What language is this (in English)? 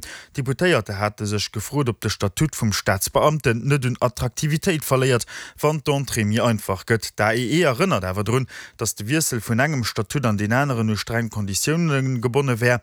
Luxembourgish